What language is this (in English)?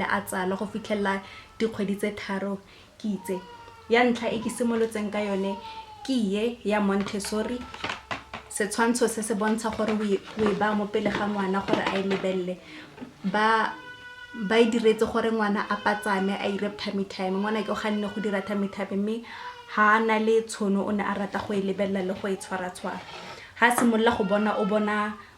Tswana